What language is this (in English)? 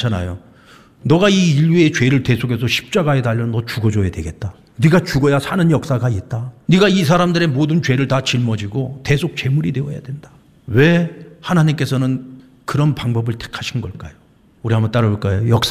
Korean